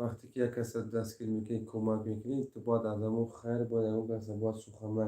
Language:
Tajik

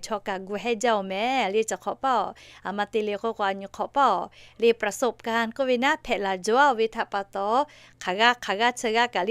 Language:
Lahu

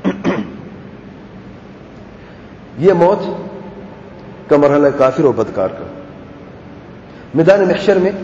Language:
Urdu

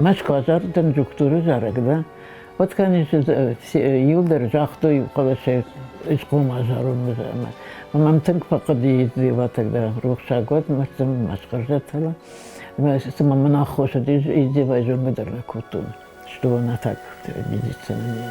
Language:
Ossetic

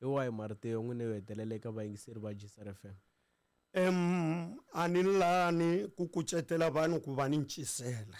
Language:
Tsonga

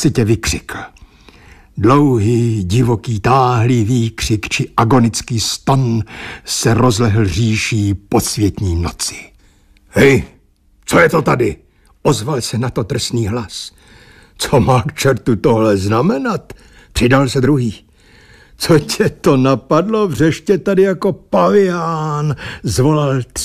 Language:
Czech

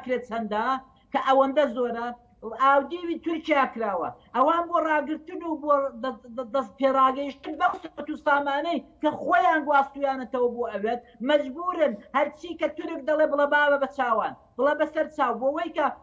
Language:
Central Kurdish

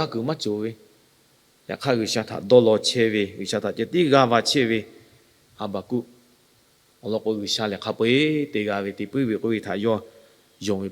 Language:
Lahu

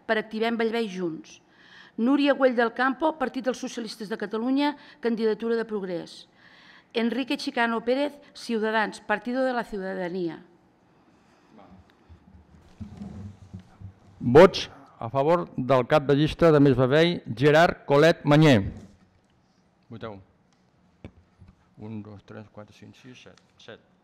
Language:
Catalan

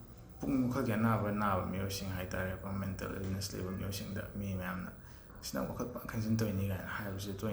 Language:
Manipuri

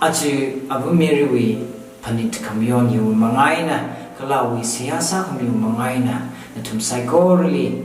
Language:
Tangkhul Naga (India)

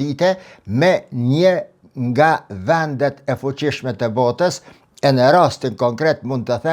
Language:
Albanian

